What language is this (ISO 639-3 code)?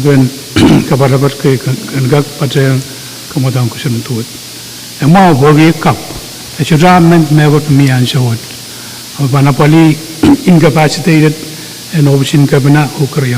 pon